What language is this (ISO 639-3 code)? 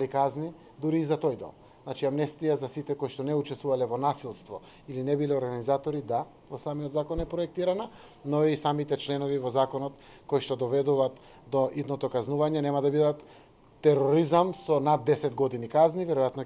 mkd